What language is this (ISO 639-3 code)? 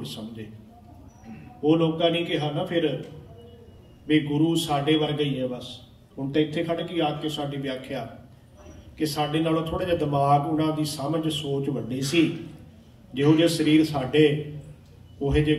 pan